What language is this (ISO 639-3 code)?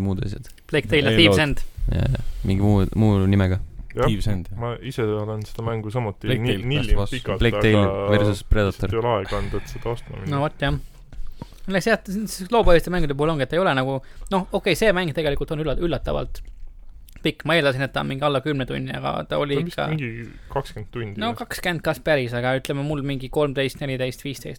est